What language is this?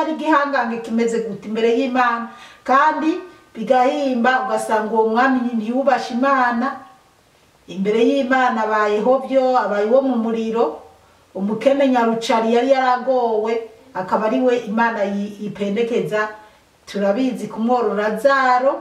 Rundi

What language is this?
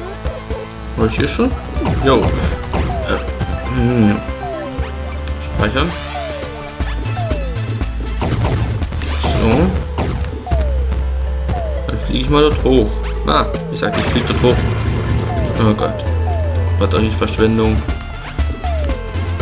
German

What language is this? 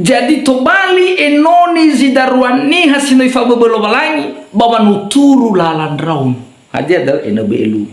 Nias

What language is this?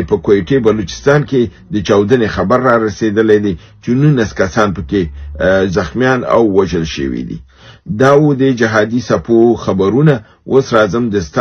Pashto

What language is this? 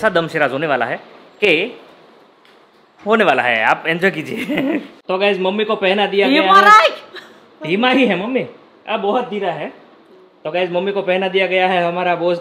Hindi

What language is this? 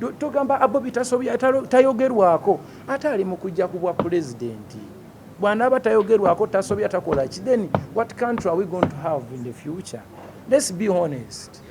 Ganda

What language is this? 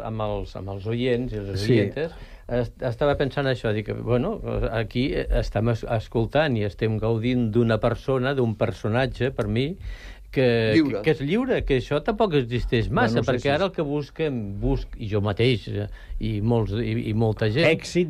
Catalan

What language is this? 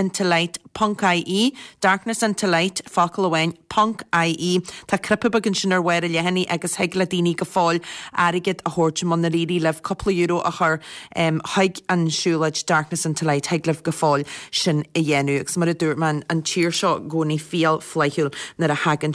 Irish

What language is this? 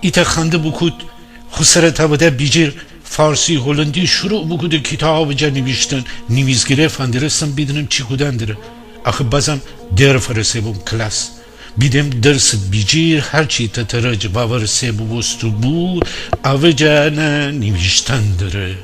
Gilaki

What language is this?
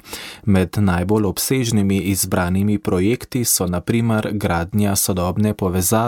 Slovenian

